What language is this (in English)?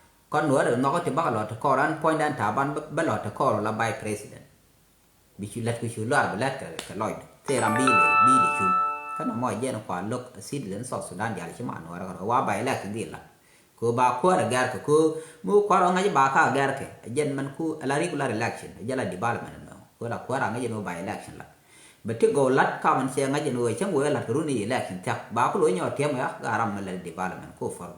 Nuer